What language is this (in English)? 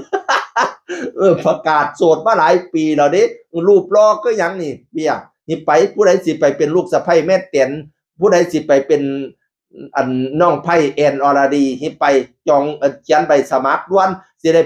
Northeastern Thai